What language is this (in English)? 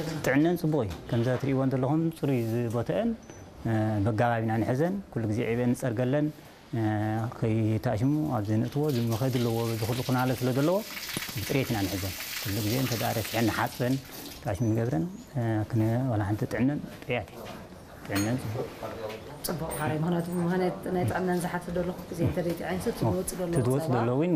Tigrinya